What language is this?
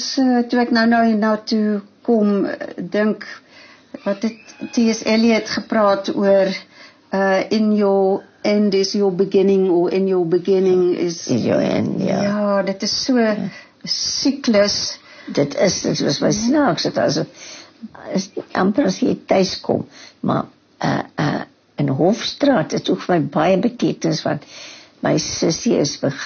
Afrikaans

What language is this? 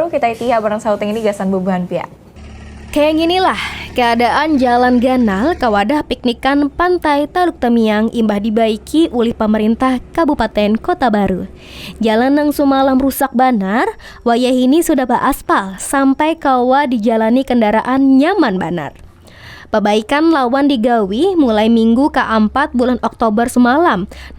Banjar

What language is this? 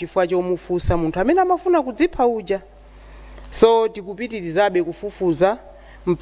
Nyanja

